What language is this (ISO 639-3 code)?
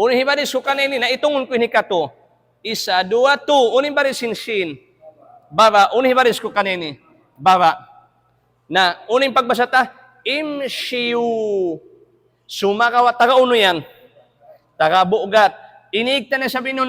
tsg